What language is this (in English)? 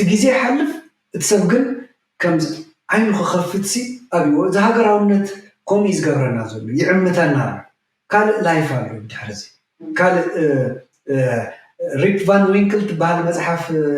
Tigrinya